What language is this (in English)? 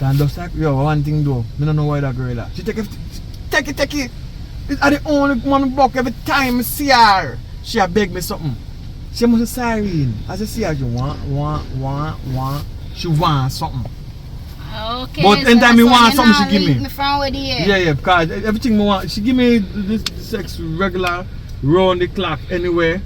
Jamaican Creole English